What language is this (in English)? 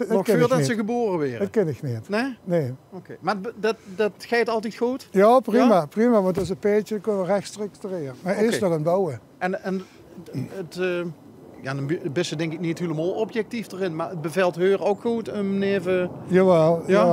Limburgish